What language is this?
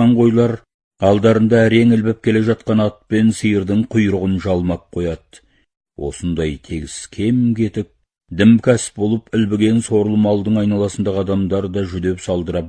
Kazakh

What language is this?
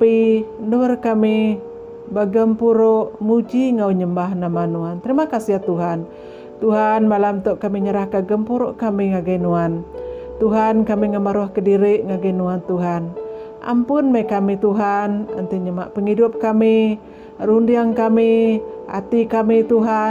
Iban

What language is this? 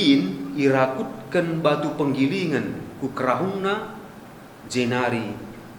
Batak Karo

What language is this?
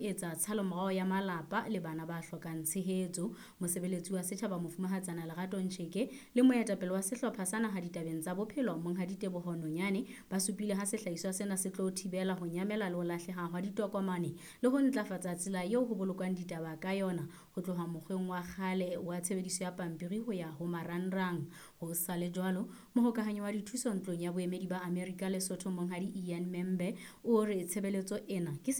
Southern Sotho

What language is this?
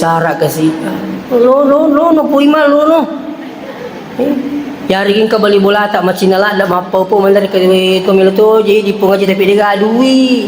Buginese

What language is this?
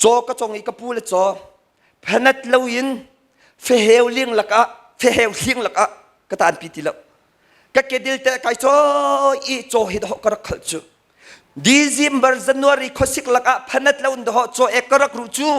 Hakha Chin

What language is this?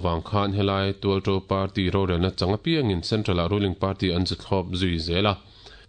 Mizo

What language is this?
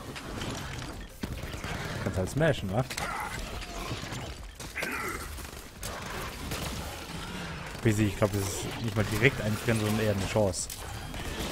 German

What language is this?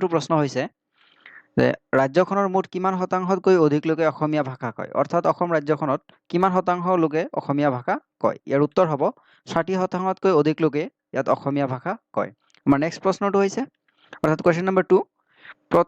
Assamese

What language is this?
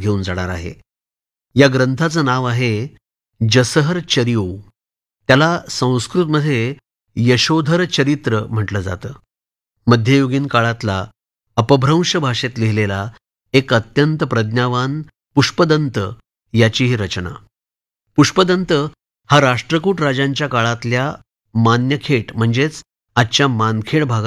Marathi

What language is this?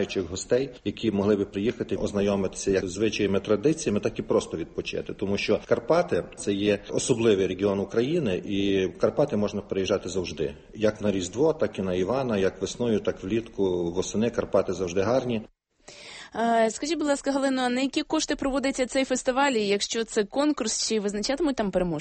Ukrainian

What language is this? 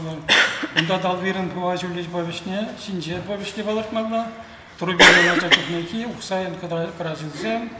Chuvash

